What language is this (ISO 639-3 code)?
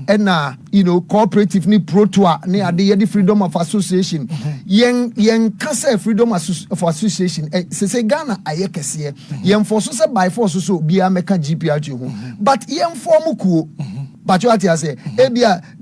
aka